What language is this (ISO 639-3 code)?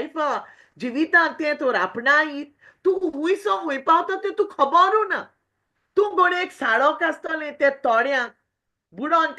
kok